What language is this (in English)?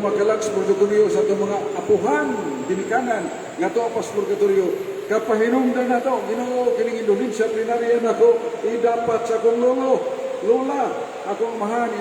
Cebuano